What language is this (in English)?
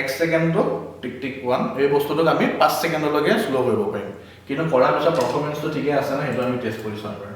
Assamese